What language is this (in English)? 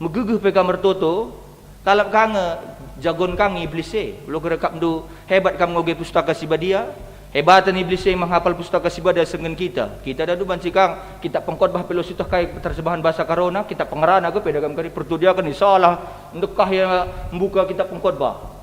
Batak Karo